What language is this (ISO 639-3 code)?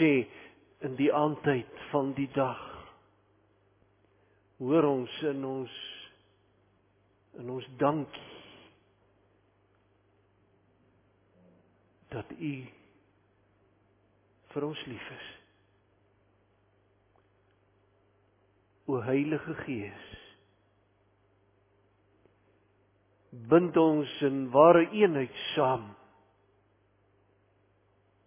afr